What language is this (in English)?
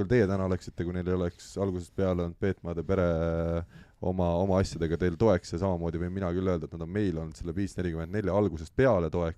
Estonian